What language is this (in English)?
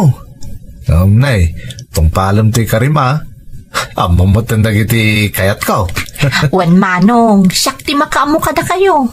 Iloko